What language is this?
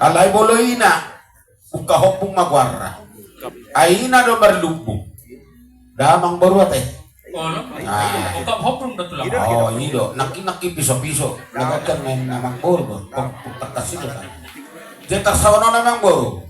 Batak Toba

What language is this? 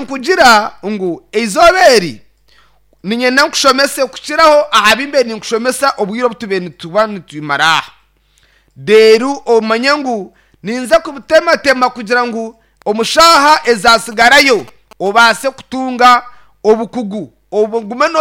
Nyankole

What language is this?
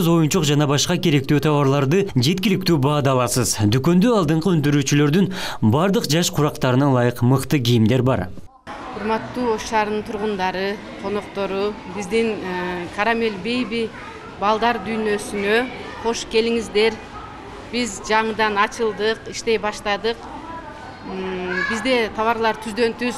Kyrgyz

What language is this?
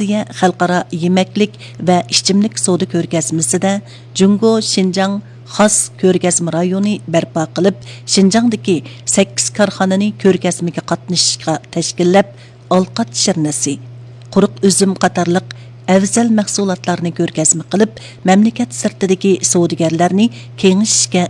Uyghur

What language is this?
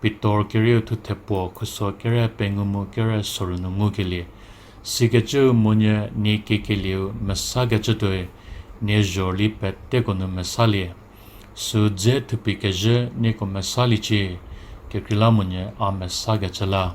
Angami Naga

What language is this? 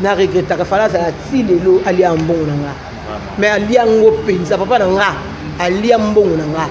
Lingala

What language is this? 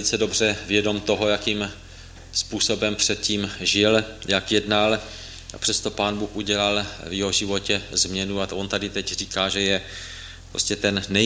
Czech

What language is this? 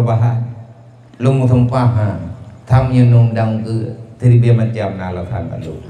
Achinese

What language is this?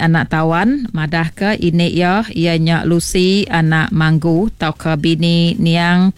Iban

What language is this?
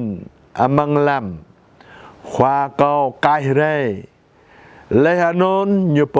Jarai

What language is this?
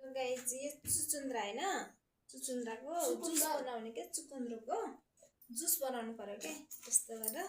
Nepali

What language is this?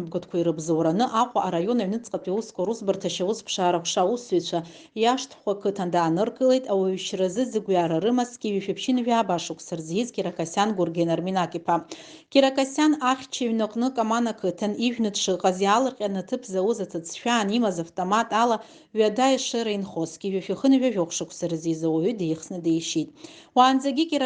Abkhazian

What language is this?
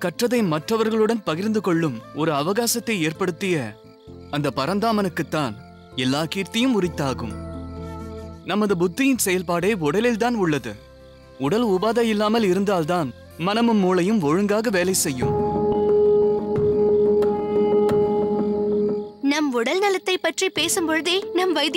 Tamil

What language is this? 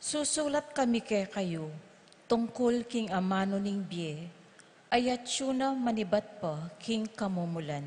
Pampanga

